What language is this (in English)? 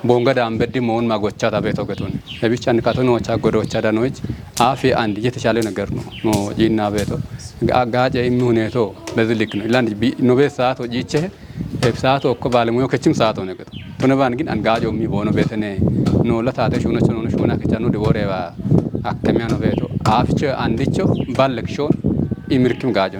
Kafa